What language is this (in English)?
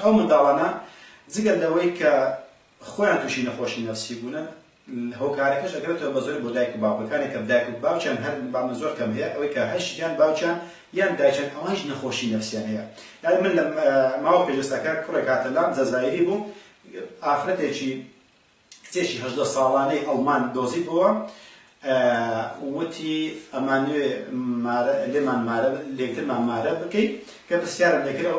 Central Kurdish